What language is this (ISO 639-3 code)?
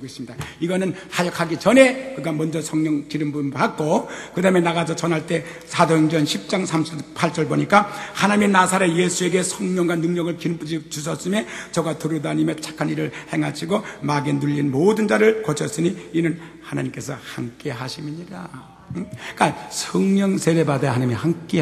kor